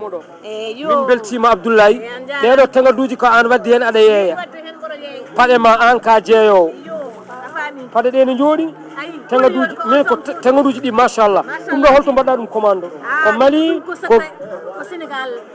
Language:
Fula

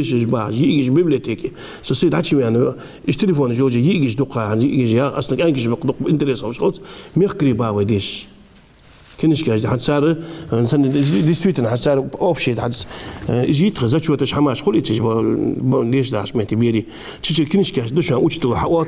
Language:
Ingush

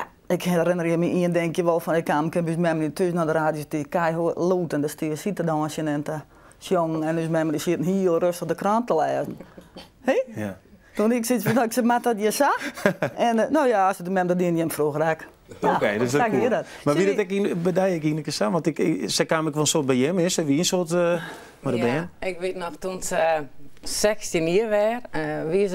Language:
Western Frisian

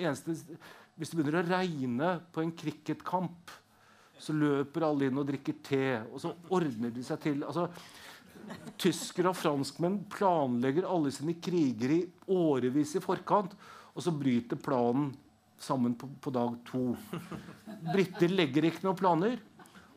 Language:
Norwegian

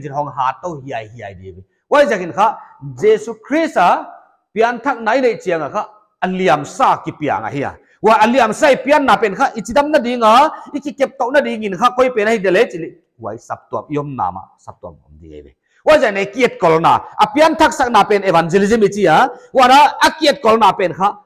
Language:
Paite Chin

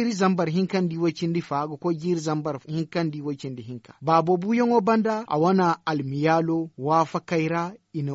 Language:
Zarma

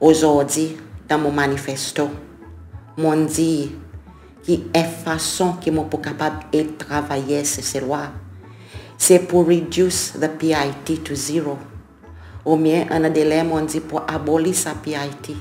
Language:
Seselwa Creole French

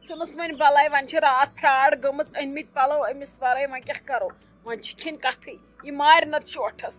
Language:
Kashmiri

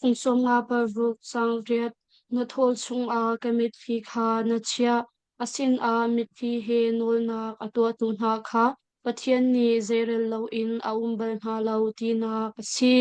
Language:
Hakha Chin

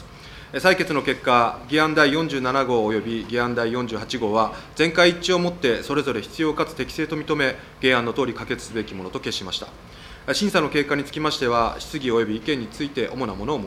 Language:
Japanese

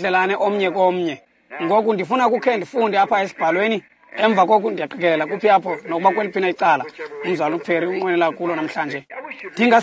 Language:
Xhosa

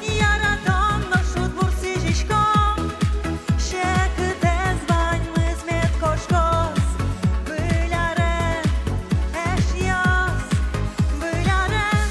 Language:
Udmurt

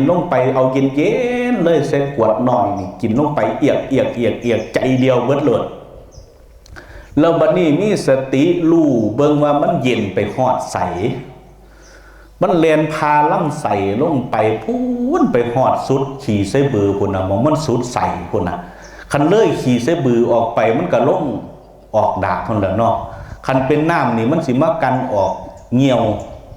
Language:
Lao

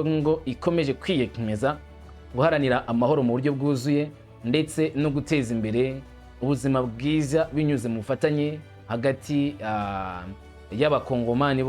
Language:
Kinyarwanda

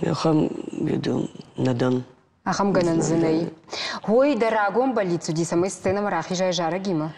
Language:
Ossetic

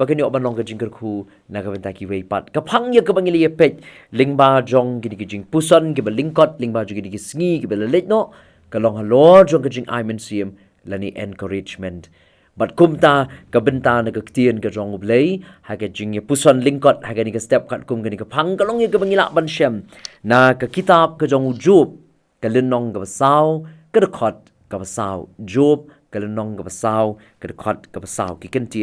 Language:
Khasi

